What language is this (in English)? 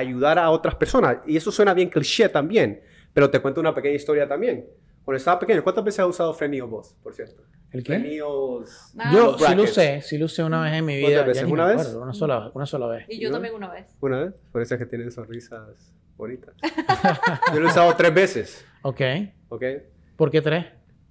Spanish